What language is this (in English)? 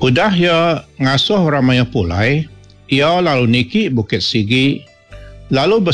Iban